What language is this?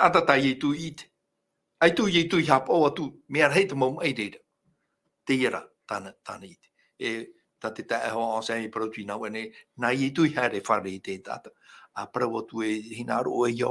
Tahitian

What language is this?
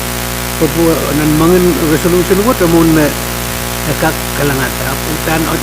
Pohnpeian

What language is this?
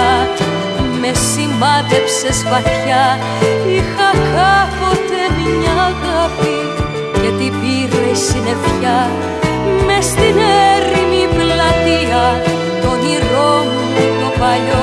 Greek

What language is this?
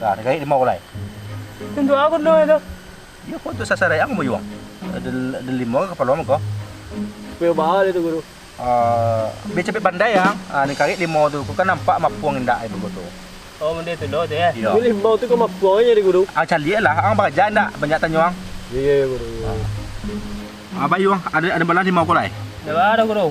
Minangkabau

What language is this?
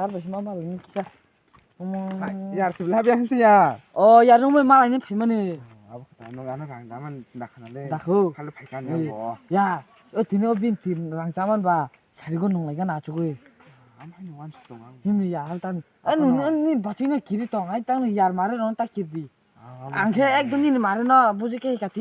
Kok Borok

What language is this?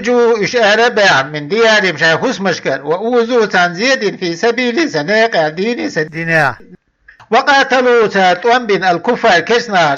Chechen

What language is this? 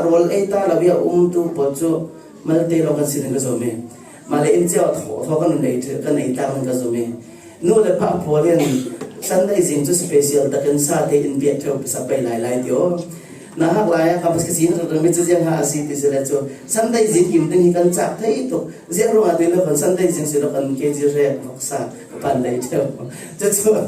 Falam Chin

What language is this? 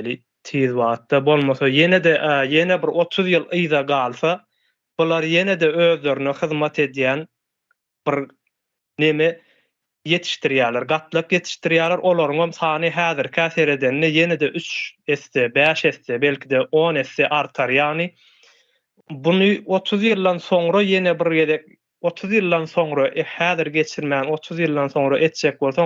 Turkmen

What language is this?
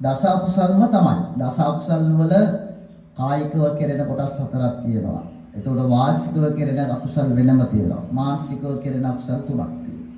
Sinhala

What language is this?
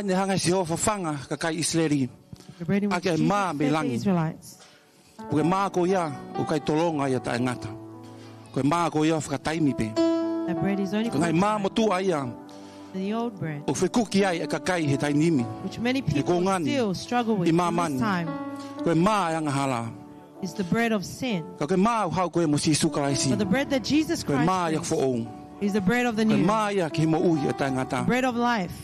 Tongan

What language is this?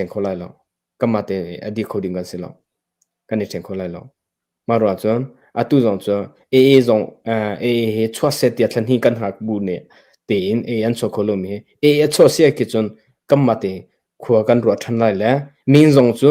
Hakha Chin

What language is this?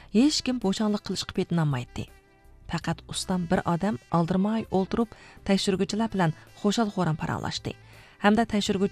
Uyghur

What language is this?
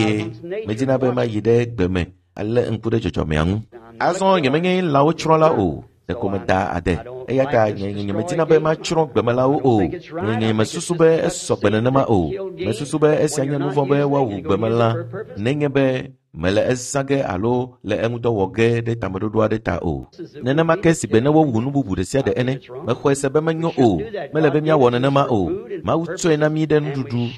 Ewe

